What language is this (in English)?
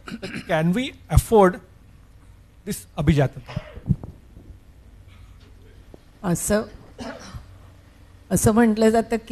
Marathi